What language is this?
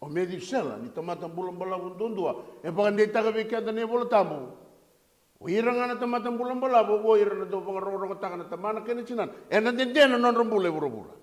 Fijian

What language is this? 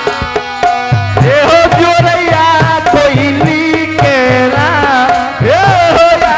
Maithili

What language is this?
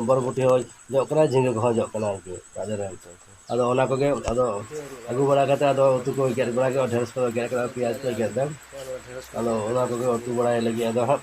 Santali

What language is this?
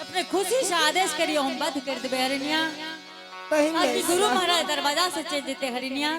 Angika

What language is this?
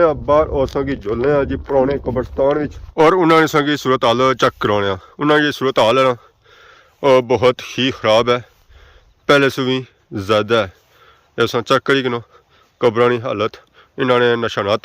Pahari-Potwari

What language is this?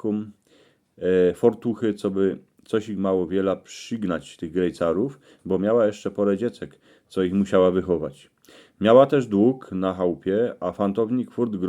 Silesian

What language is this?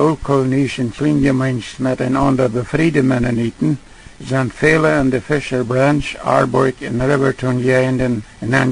Plautdietsch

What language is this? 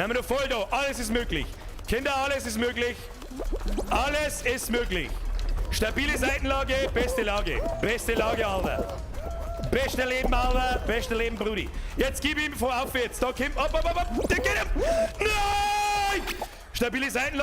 Bavarian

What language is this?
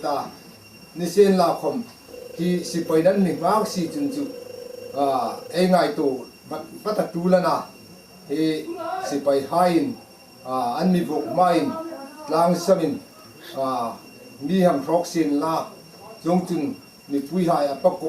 Hmar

